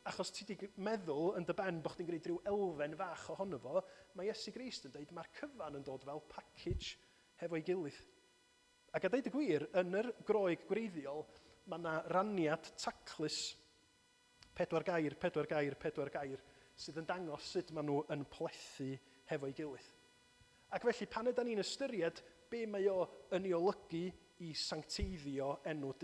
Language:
Welsh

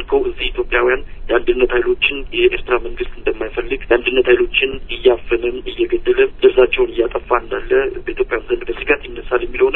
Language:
Amharic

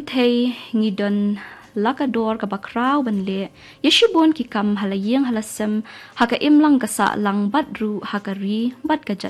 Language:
Khasi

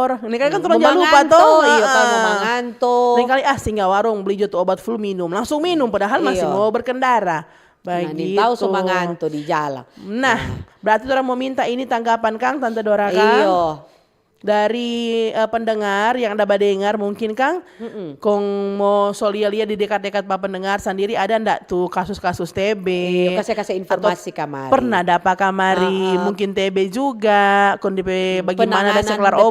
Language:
Manado Malay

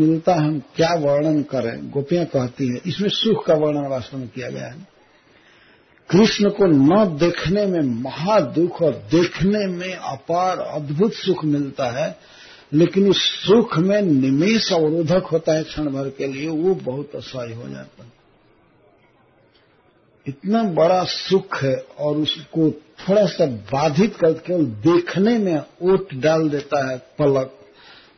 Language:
Hindi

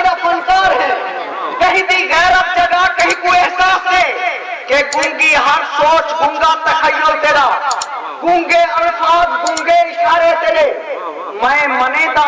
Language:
Saraiki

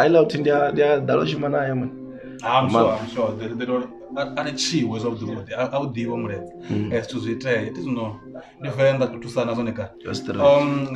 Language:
Venda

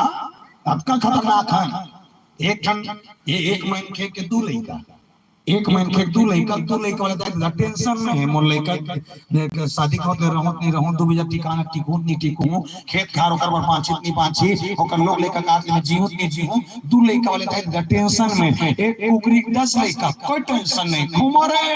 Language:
Chhattisgarhi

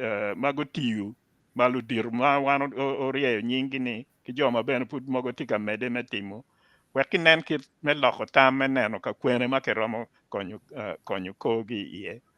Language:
Acoli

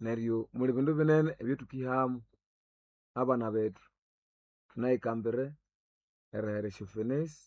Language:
Nande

